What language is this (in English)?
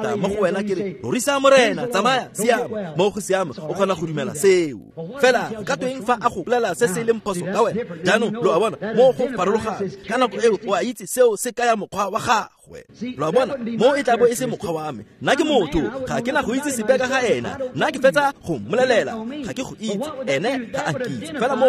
Tswana